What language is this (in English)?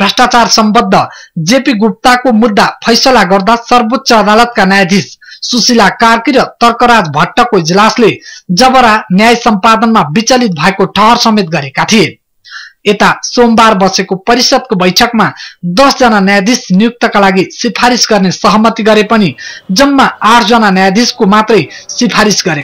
Nepali